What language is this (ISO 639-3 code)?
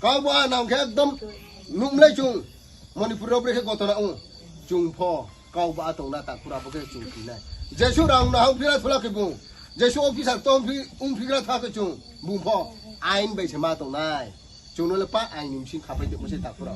ria